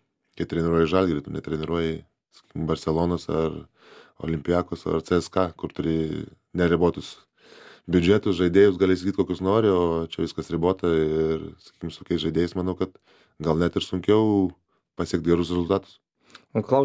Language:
Lithuanian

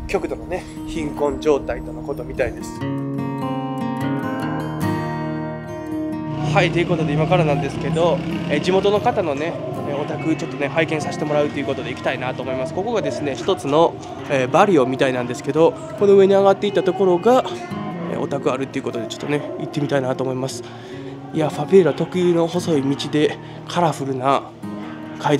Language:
Japanese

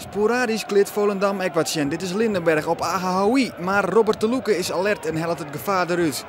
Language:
Western Frisian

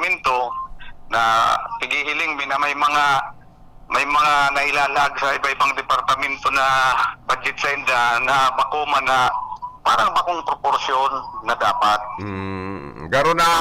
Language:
Bikol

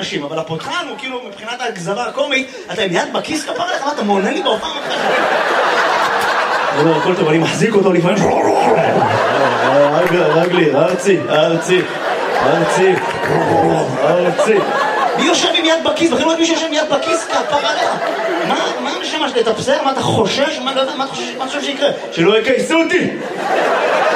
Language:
Hebrew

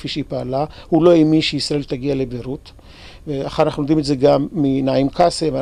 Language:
Hebrew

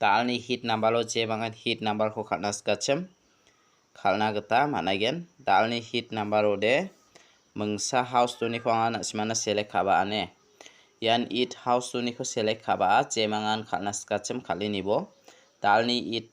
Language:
Garo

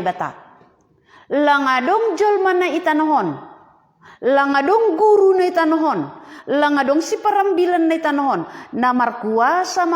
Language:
Batak Simalungun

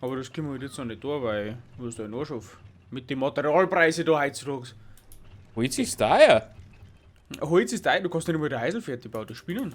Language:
Bavarian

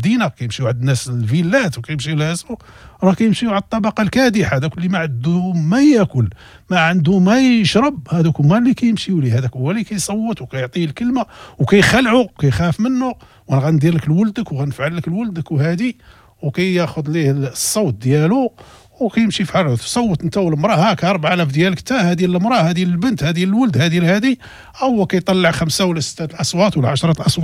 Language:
Moroccan Arabic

